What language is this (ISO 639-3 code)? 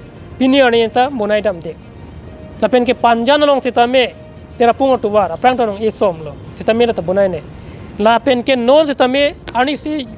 mjw